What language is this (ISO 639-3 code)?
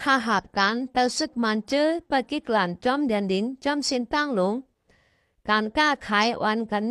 shn